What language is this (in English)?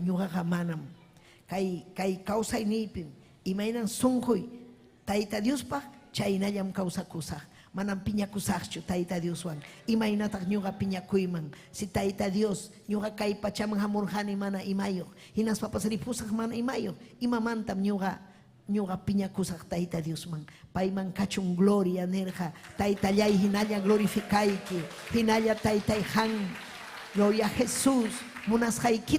Ayacucho Quechua